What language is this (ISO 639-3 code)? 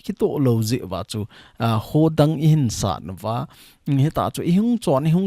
tcz